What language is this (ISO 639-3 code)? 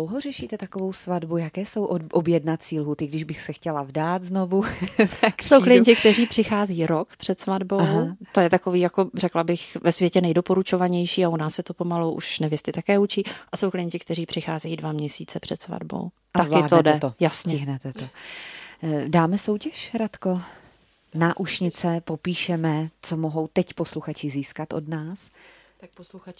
ces